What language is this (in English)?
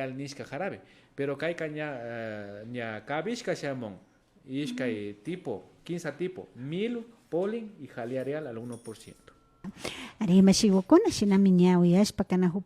Imbabura Highland Quichua